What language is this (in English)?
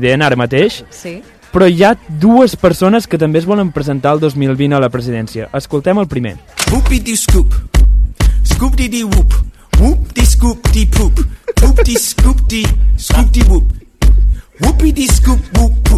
Catalan